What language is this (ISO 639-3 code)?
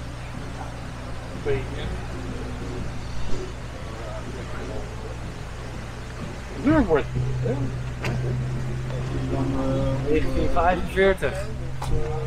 nld